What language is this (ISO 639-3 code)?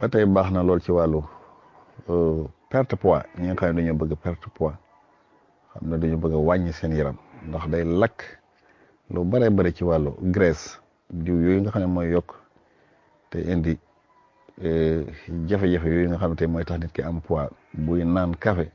wol